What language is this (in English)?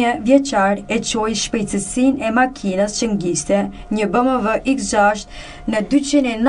Albanian